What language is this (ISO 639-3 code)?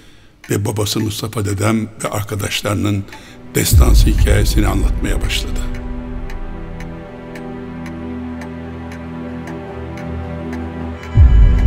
tur